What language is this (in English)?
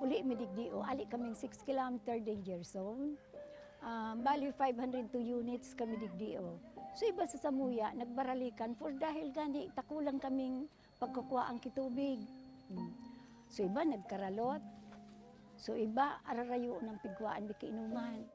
Bikol